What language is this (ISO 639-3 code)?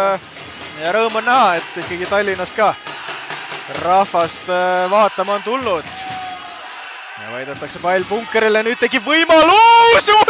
est